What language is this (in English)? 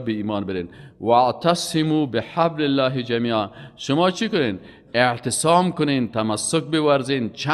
Persian